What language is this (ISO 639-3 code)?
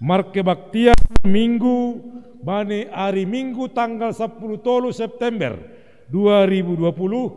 bts